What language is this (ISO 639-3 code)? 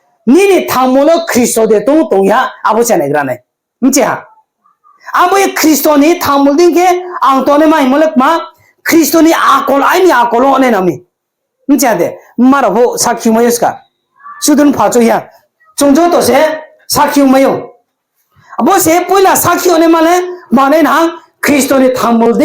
ria